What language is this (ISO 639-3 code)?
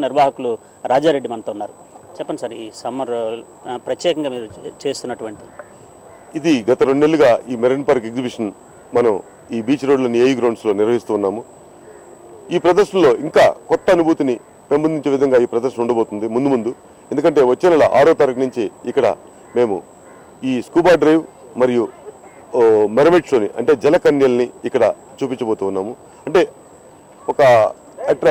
tel